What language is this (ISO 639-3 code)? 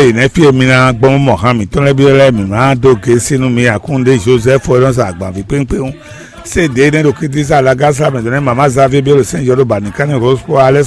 fon